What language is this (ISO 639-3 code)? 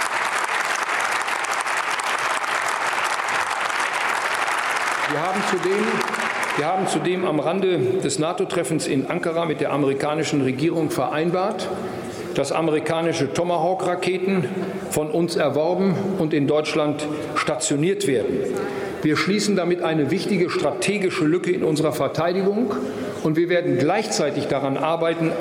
deu